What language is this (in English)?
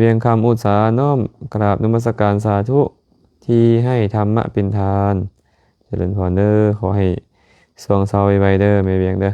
Lao